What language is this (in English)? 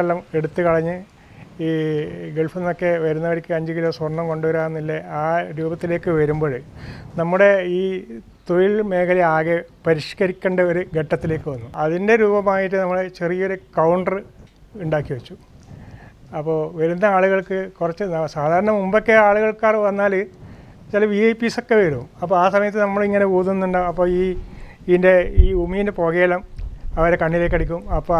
Malayalam